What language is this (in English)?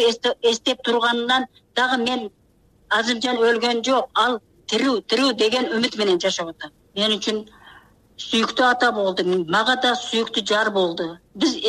Kyrgyz